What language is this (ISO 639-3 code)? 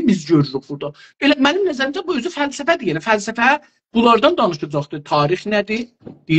azb